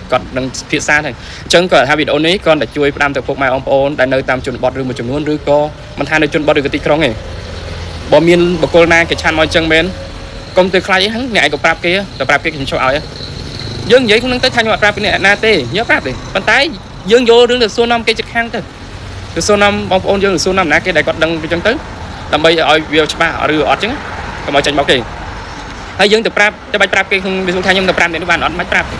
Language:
Khmer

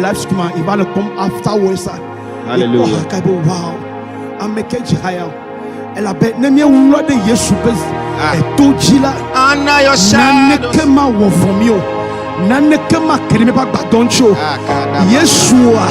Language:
Ewe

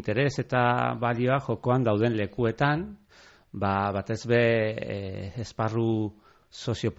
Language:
Basque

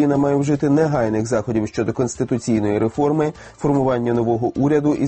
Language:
Ukrainian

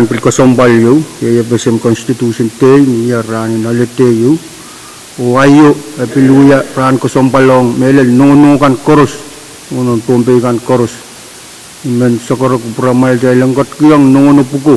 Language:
Pohnpeian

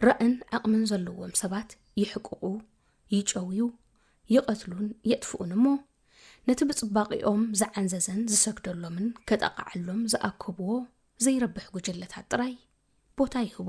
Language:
Tigrinya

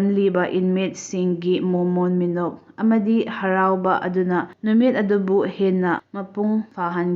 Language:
Manipuri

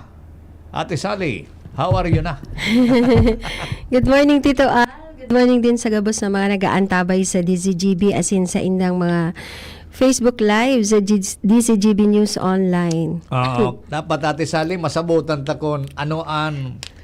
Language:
Bikol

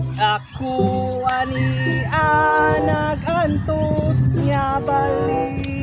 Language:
Cebuano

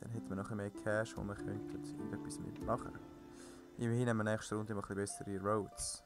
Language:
Swiss German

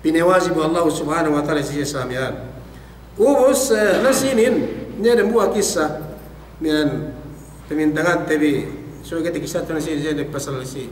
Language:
Yakan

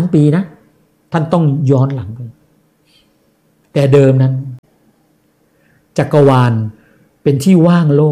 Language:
Thai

